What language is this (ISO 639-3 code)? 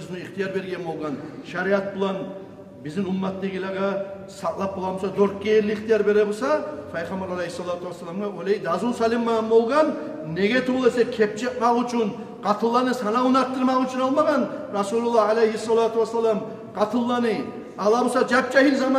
kum